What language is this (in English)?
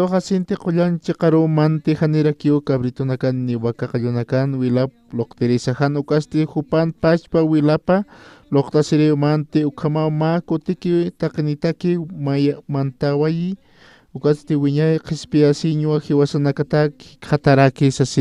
Aymara